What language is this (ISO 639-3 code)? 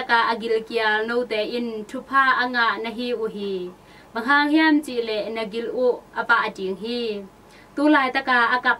ctd